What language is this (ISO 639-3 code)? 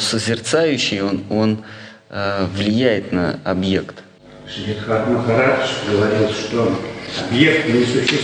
rus